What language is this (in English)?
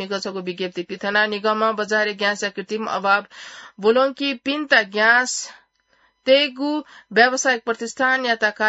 Newari